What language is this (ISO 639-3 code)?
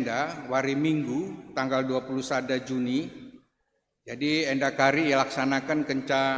btx